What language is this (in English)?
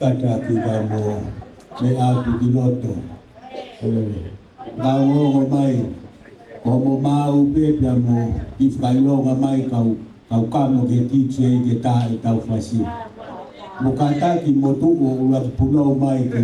Tongan